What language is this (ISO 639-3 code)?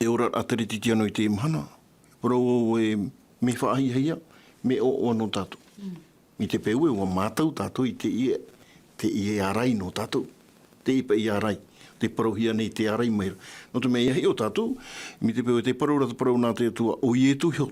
tah